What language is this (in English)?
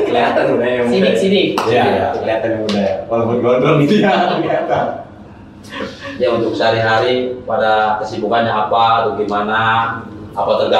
Indonesian